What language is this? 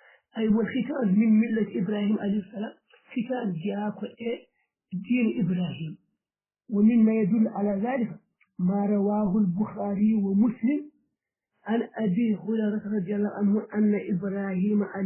Fula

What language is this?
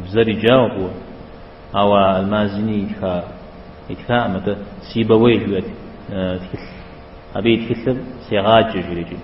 Kabardian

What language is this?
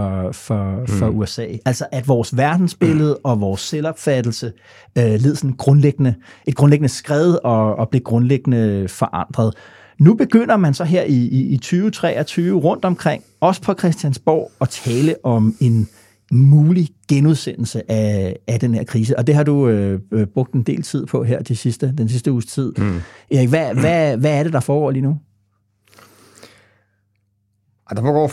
Danish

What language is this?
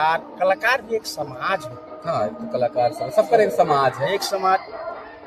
Sadri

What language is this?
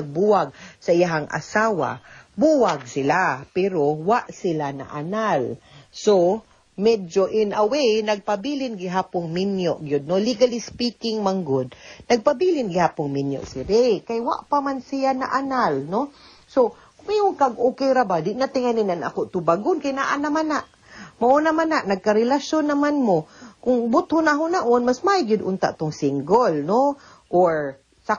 Cebuano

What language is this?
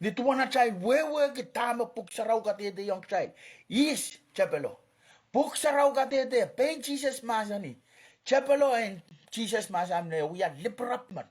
Pohnpeian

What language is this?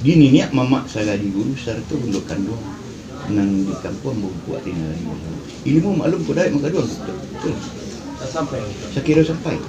Minangkabau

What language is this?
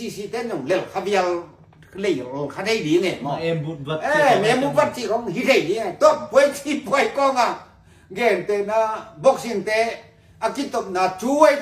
Tedim Chin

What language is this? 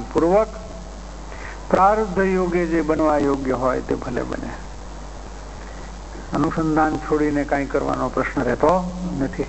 Gujarati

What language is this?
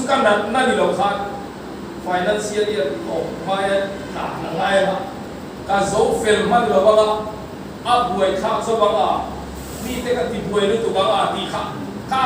Mizo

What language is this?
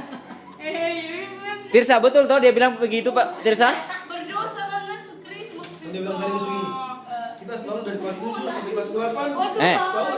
Manado Malay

